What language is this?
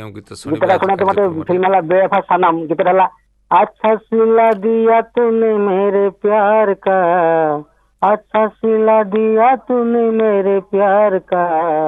Odia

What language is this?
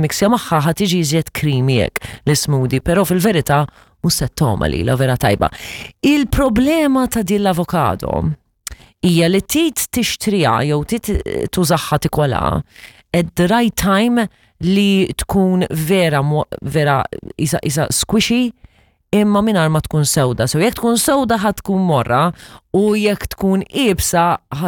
Maltese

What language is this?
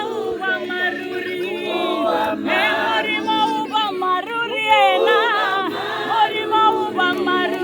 Tswana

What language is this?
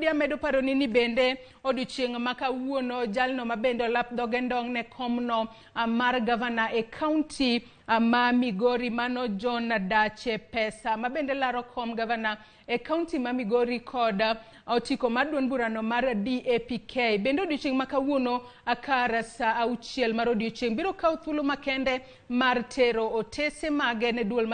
Luo (Kenya and Tanzania)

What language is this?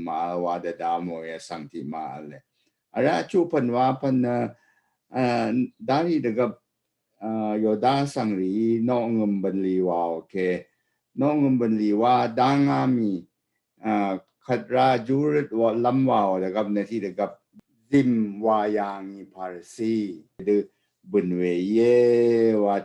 Rawang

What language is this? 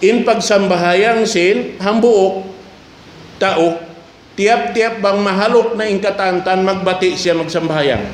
Tausug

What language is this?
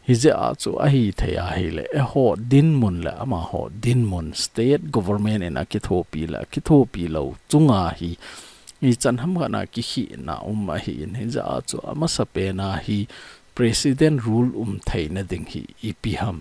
Thado Chin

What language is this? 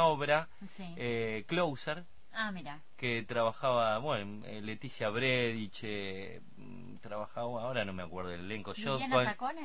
Spanish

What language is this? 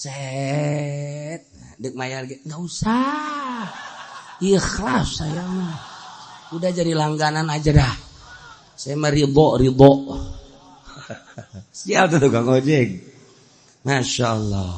Sundanese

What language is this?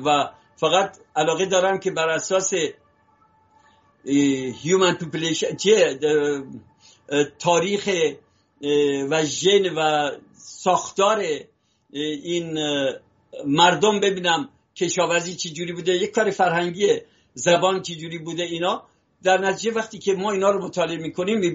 Persian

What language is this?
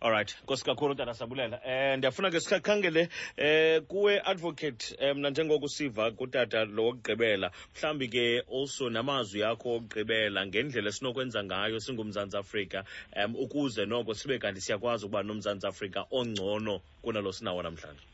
Xhosa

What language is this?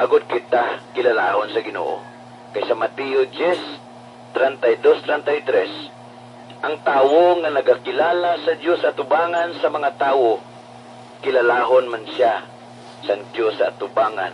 Hiligaynon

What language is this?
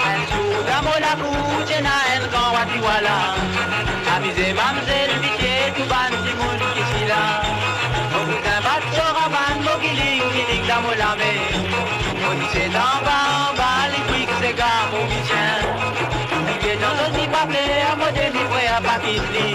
Morisyen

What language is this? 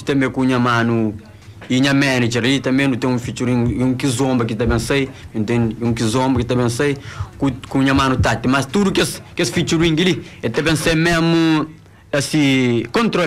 Kabuverdianu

